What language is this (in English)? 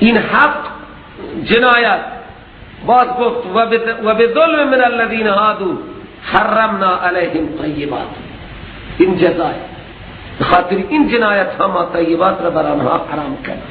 Persian